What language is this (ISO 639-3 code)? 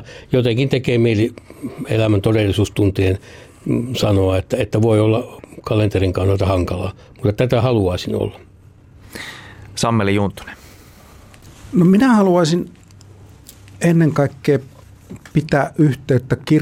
fin